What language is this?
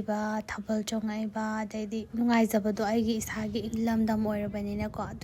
Manipuri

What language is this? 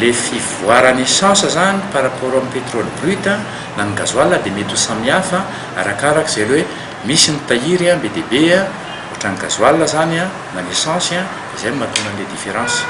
Malagasy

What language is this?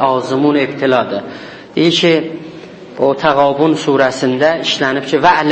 South Azerbaijani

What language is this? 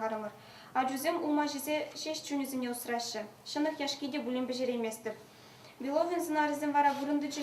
Chuvash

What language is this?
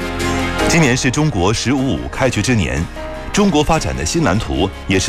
Chinese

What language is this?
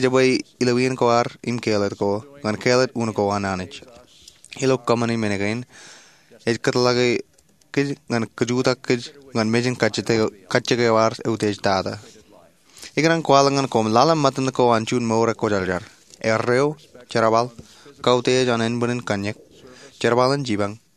Marshallese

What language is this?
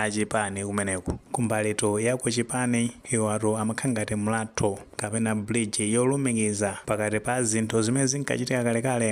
Nyanja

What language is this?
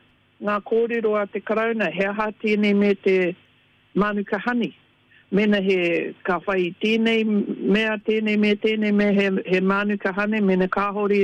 Māori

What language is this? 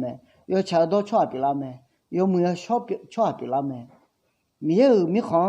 Akha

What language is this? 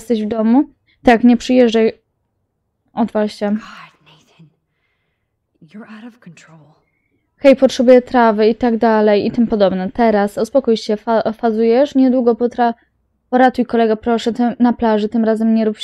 Polish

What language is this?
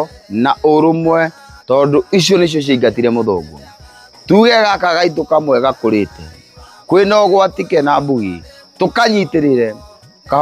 Kikuyu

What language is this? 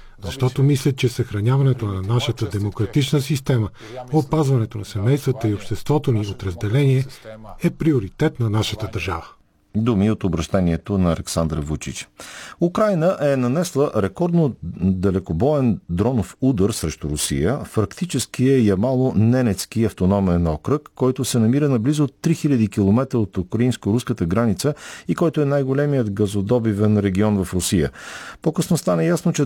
Bulgarian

